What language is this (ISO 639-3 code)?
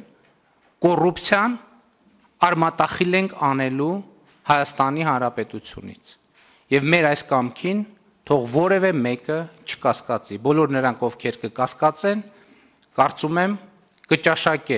hye